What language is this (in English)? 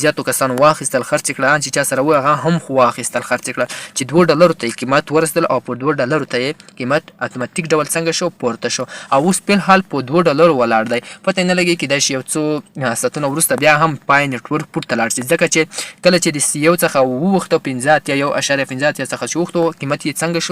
Pashto